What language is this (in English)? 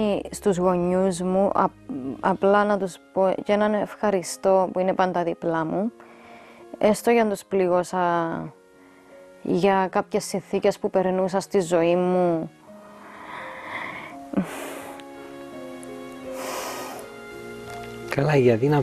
Greek